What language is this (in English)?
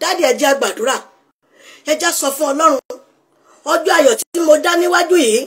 Yoruba